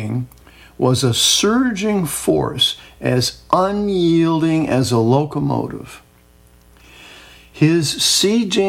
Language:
English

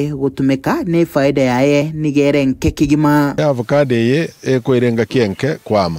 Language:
Gusii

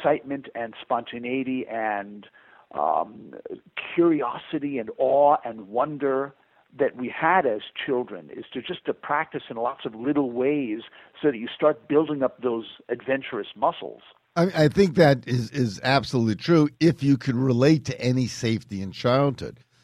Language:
English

